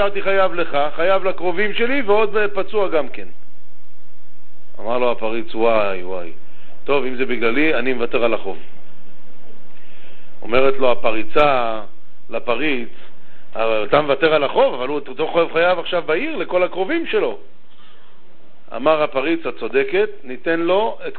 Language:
Hebrew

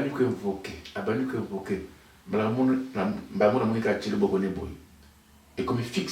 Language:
Lingala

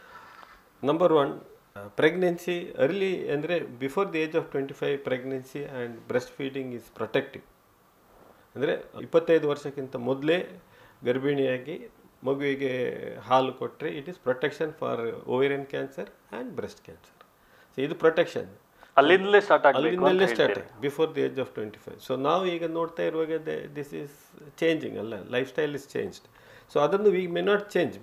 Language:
Kannada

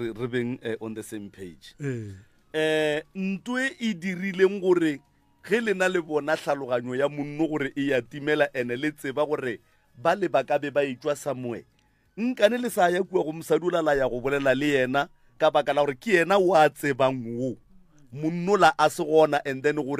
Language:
Northern Sotho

